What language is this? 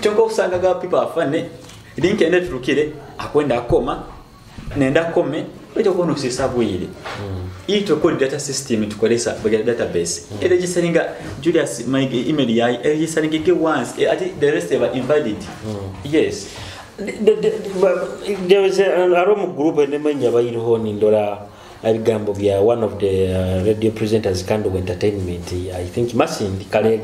Nyoro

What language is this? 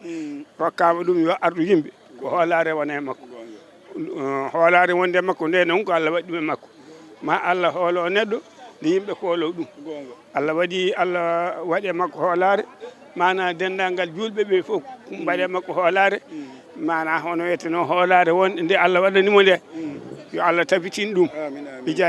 Fula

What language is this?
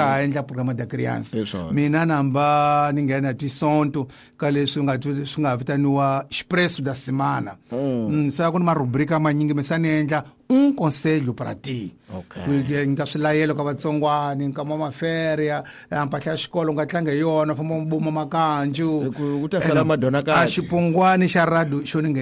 Tsonga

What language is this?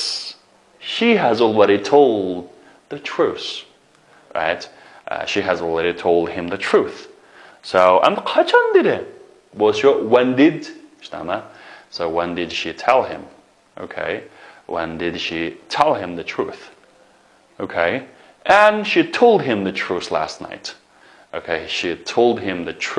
Uyghur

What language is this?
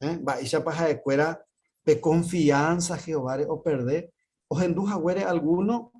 Guarani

